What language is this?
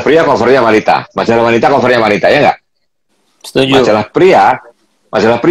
Indonesian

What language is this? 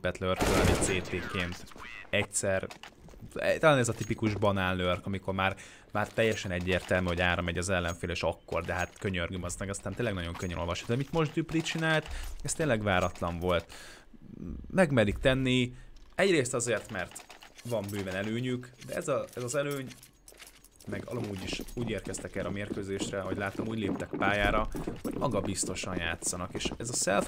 Hungarian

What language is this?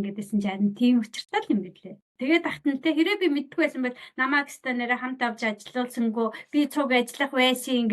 Mongolian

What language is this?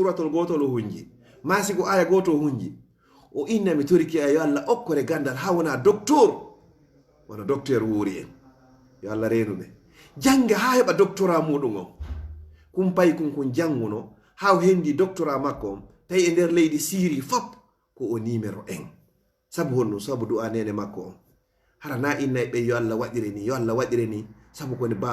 Fula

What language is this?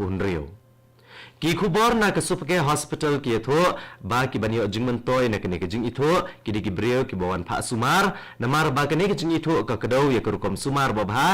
Khasi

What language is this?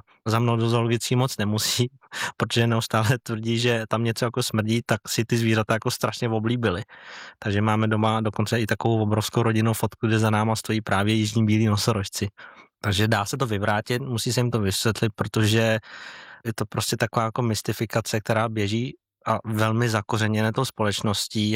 Czech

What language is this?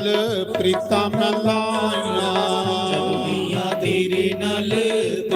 Dogri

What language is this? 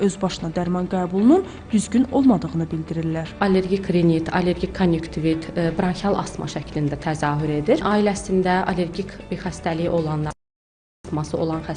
Azerbaijani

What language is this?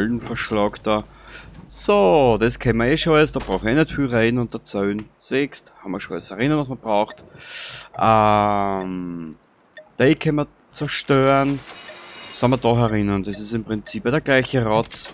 Bavarian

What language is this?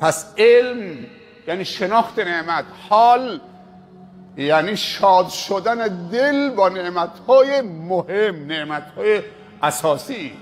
Persian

